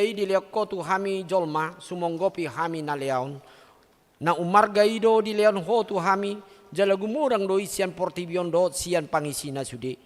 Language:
Batak Toba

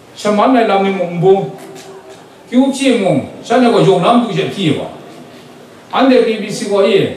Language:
Kachin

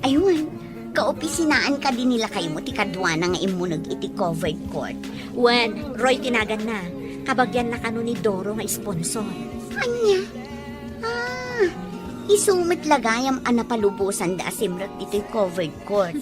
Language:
Iloko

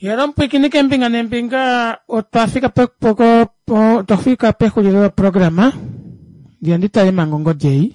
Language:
Kuanyama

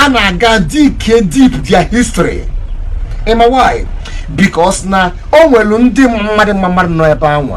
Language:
Igbo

